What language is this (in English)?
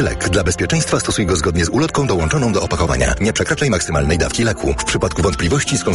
Polish